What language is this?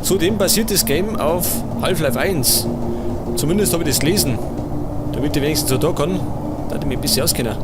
Bavarian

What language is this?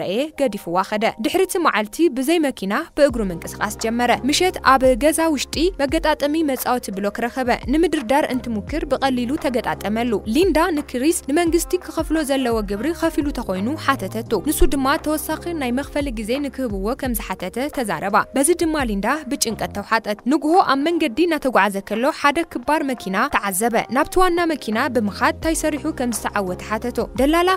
Tigrinya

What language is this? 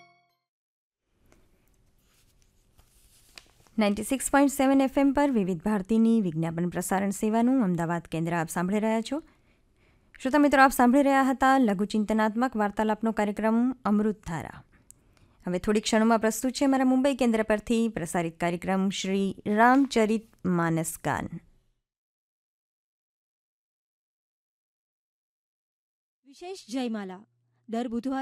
Gujarati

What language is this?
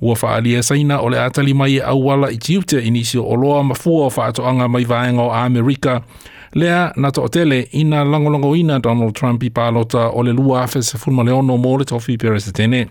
Samoan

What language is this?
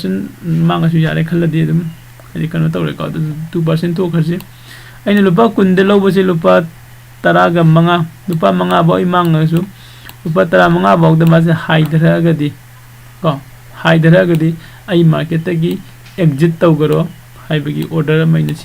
Manipuri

